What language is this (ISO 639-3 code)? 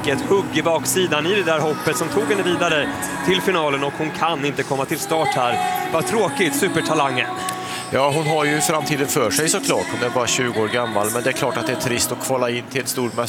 swe